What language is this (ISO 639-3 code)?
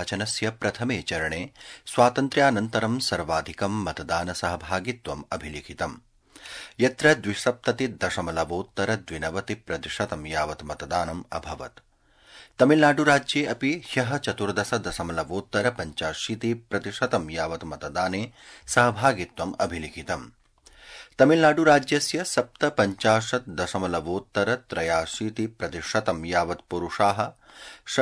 san